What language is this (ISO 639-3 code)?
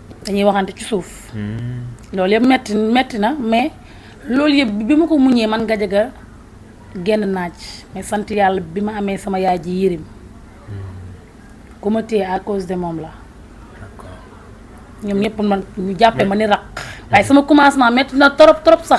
wol